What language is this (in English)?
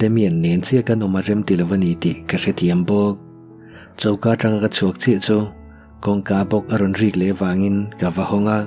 Mizo